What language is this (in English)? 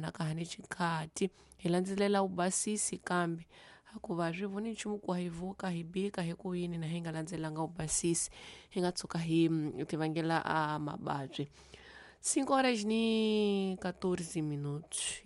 Tsonga